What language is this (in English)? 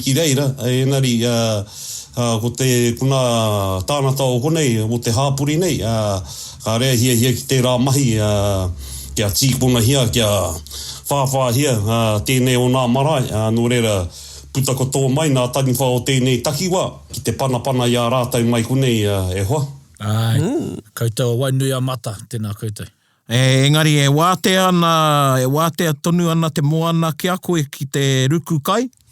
Māori